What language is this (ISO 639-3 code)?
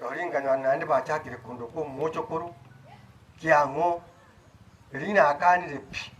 guz